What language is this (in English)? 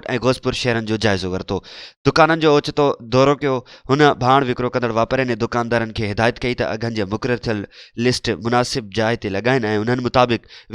Sindhi